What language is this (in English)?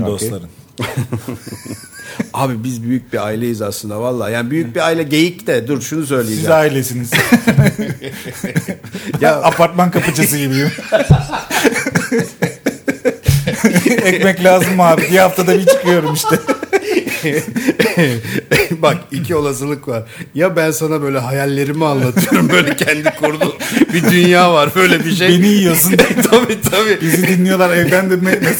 Turkish